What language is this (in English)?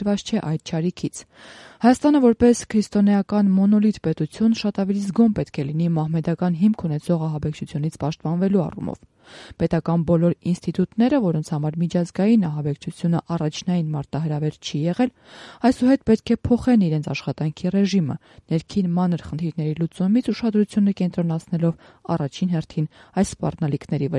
Armenian